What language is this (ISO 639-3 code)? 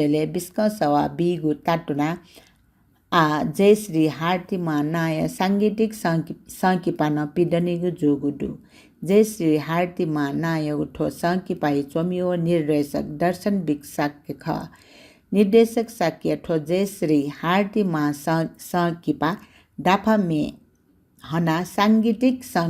new